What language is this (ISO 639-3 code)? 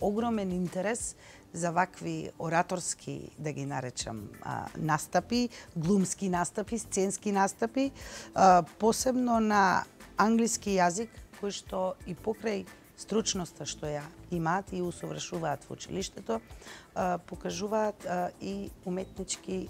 mkd